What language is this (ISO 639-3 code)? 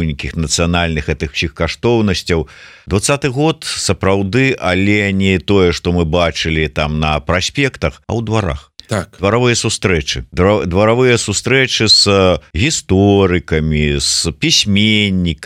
bel